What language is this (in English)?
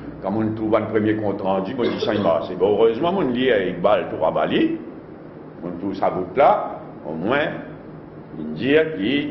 Morisyen